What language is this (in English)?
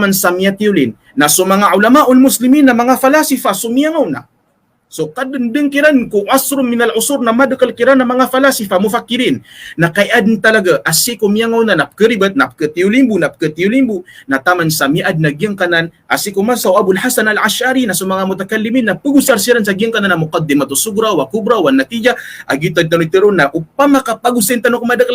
Maranao